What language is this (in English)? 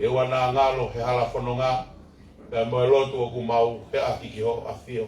Tongan